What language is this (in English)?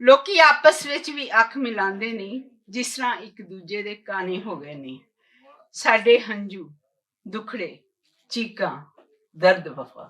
Western Panjabi